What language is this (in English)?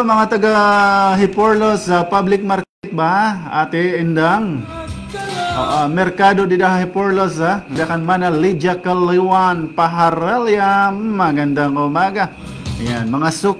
Waray